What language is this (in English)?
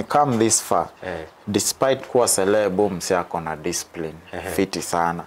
Kikuyu